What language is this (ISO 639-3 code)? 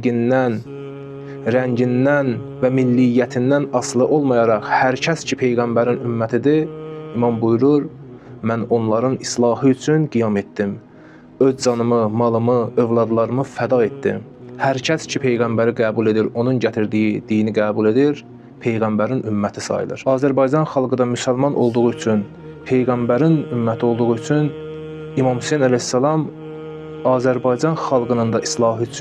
aze